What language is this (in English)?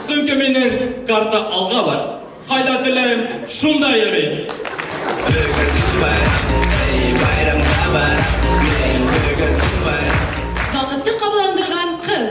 Bashkir